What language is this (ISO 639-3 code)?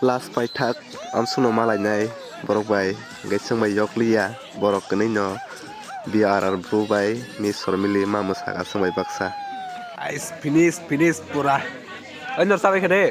trp